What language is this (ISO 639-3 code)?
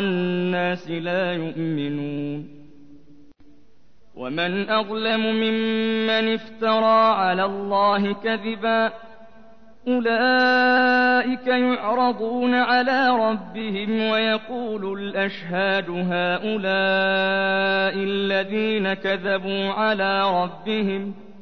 ara